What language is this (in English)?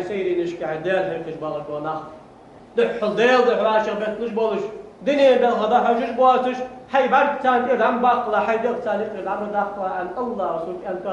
Ingush